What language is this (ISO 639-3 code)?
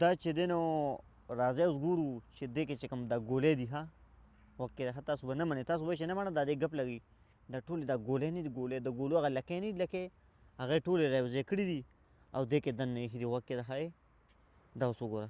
pus